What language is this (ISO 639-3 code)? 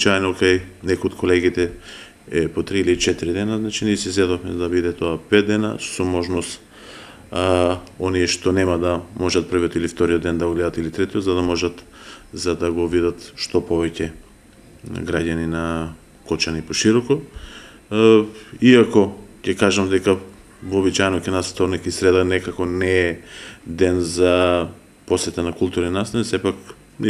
mkd